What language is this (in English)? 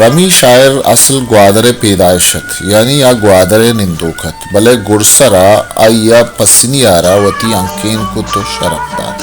Baluchi